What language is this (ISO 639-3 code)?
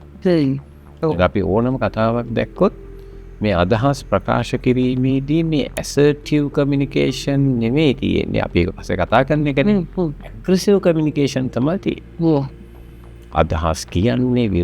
sin